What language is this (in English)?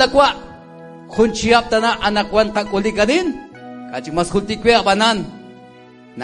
Kekchí